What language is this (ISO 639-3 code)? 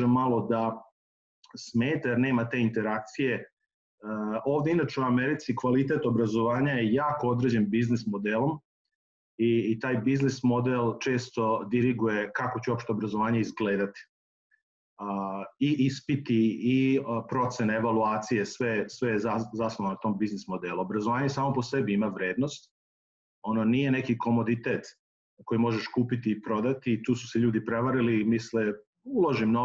srp